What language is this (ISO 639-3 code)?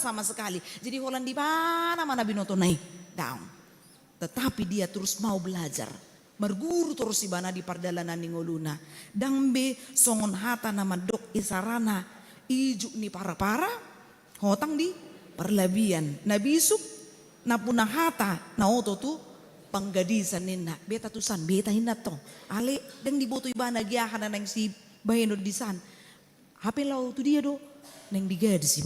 bbc